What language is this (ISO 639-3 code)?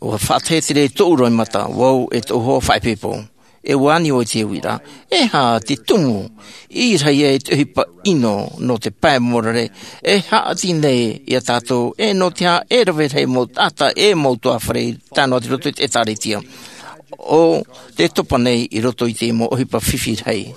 tah